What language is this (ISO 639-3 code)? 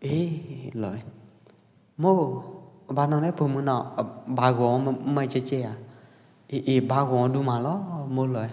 kjp